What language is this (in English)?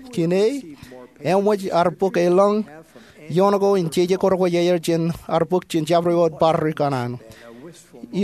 Marshallese